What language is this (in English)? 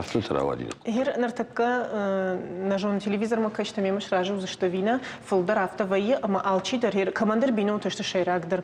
Ossetic